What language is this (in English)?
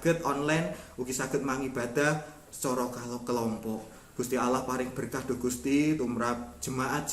Javanese